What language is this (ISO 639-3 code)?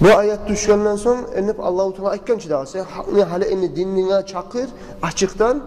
kum